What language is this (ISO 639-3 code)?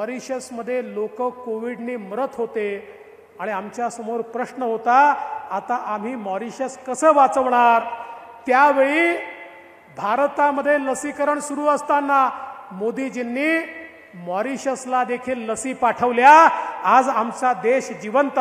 mar